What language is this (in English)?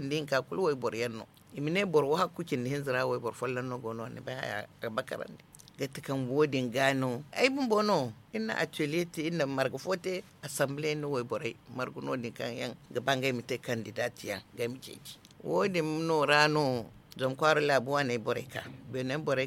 Zarma